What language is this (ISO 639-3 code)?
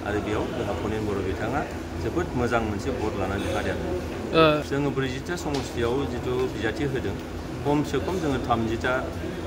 brx